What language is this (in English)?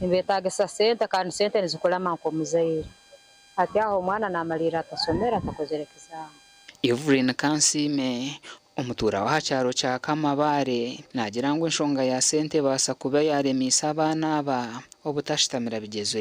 Nyankole